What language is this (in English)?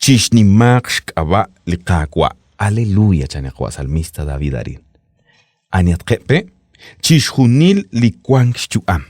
Kekchí